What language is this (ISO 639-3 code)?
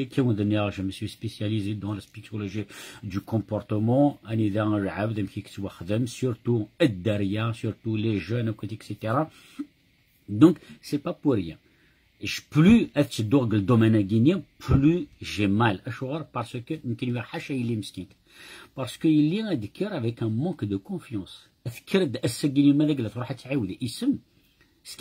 kab